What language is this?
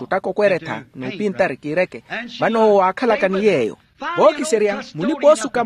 Makhuwa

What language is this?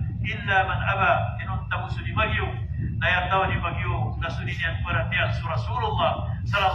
Maranao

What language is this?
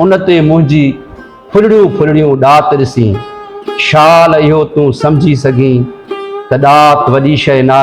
Sindhi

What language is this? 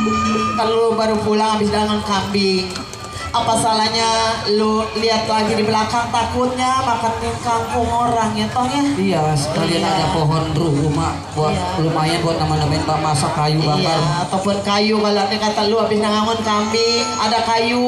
Betawi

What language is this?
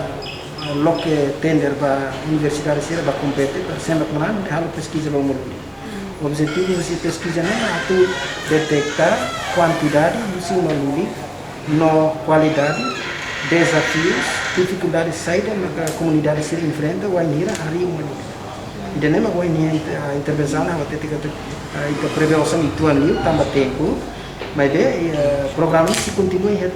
Tetum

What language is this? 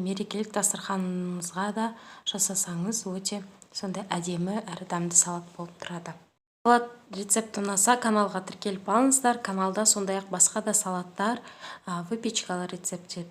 Kazakh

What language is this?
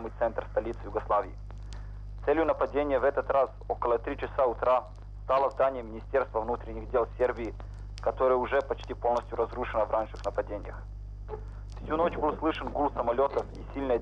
Russian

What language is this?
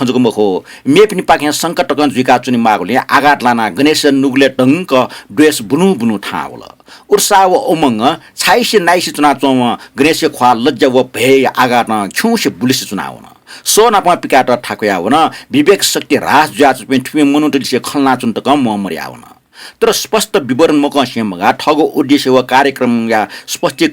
Newari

